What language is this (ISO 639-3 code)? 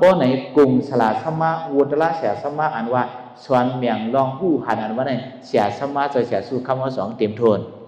shn